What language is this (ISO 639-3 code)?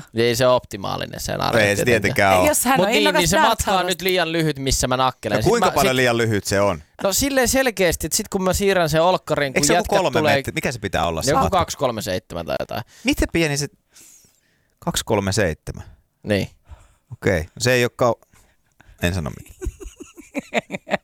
fin